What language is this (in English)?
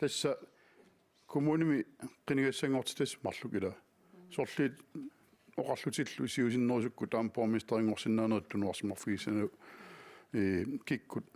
Kalaallisut